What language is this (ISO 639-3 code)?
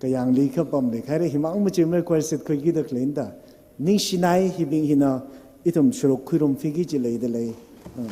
nmf